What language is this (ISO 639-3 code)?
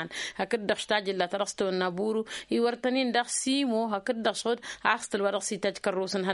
taq